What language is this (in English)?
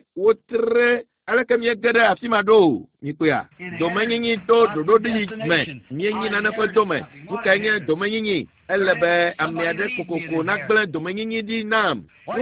Ewe